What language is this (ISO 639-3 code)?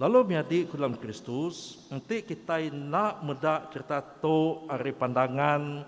iba